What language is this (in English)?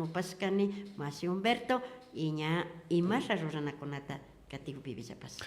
Imbabura Highland Quichua